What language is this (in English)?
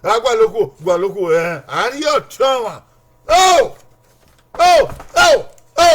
Bini